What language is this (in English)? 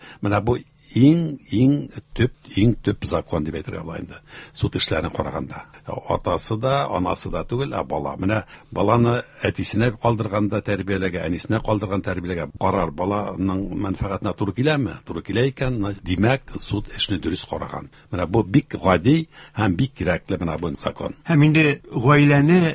Tatar